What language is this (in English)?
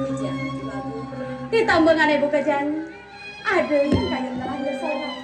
Balinese